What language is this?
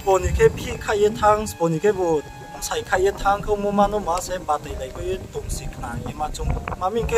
Riang (India)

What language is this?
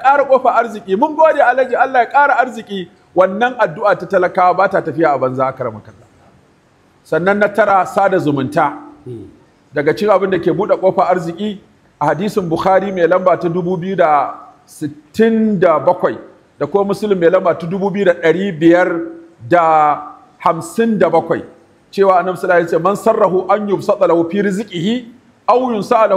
Hausa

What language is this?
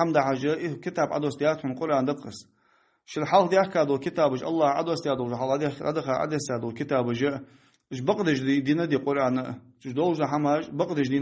Ingush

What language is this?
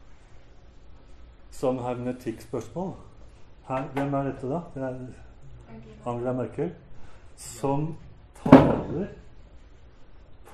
Norwegian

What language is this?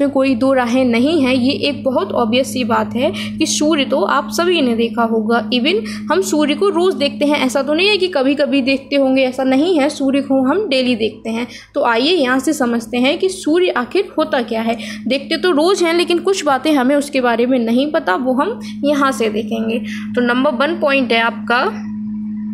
Hindi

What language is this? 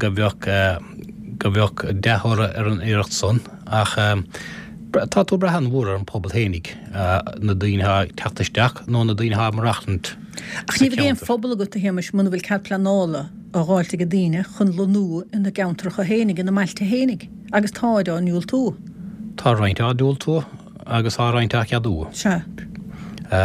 Irish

